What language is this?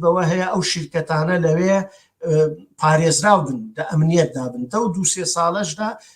Central Kurdish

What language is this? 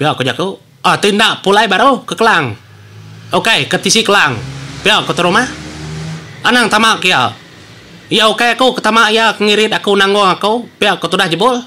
Iban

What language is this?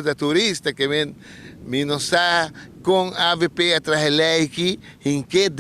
Papiamento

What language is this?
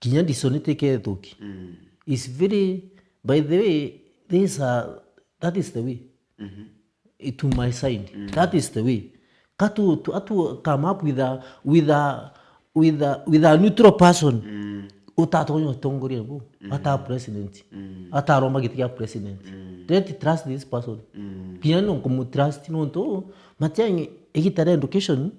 Meru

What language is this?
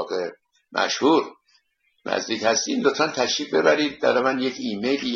Persian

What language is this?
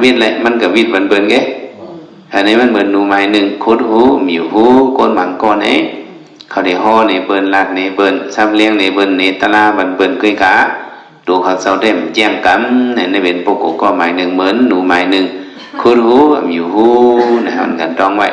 Shan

